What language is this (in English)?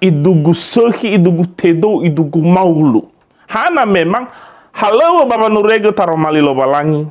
Nias